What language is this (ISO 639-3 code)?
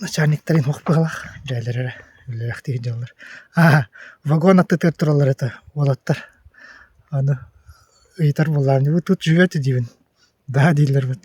sah